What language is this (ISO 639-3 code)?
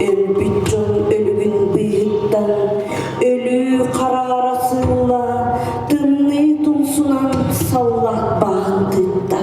sah